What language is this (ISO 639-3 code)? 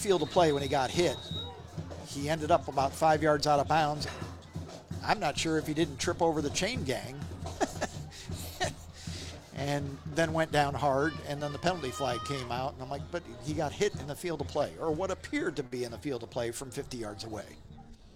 eng